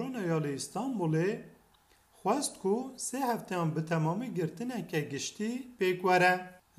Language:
Kurdish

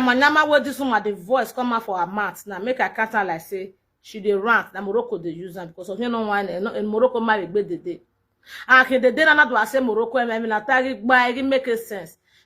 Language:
Nigerian Pidgin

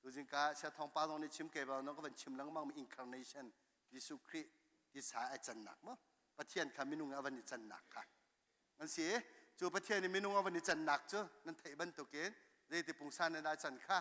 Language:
Hakha Chin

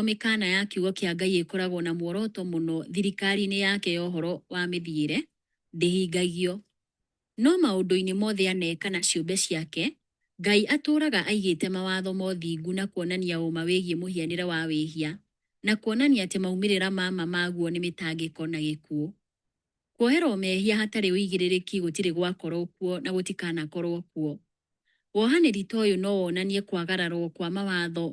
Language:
Kikuyu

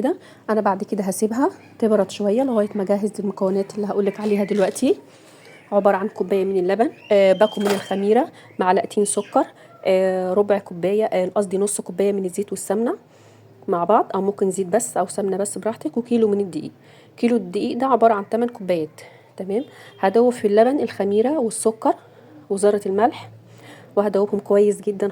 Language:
Egyptian Arabic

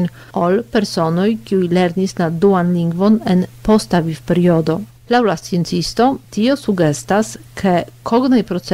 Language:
Esperanto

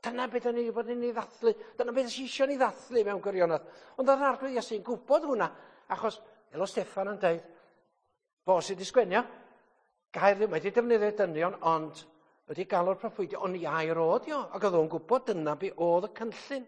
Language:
Welsh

